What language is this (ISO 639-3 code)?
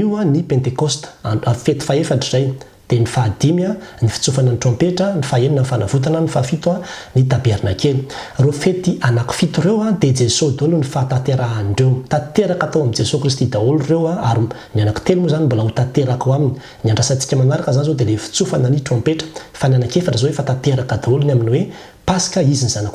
mlg